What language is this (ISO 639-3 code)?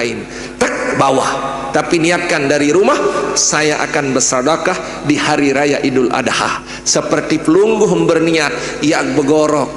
sas